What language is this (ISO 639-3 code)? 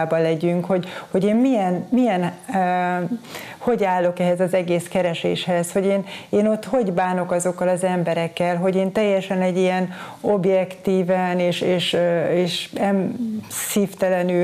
hun